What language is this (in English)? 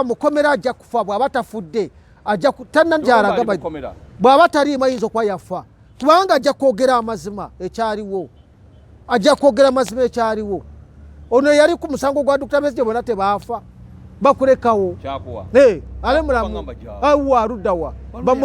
Ganda